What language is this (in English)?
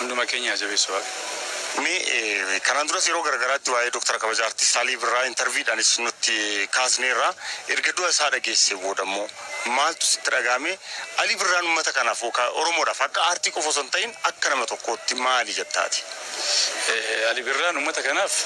Oromo